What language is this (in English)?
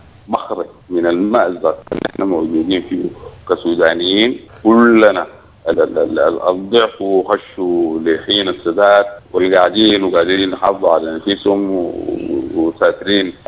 Sudanese Arabic